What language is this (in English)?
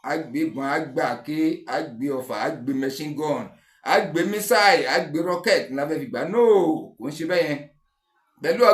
Yoruba